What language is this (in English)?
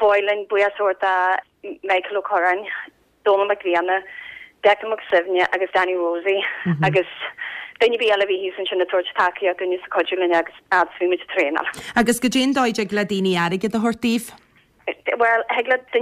Irish